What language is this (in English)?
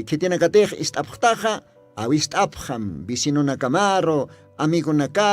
Aymara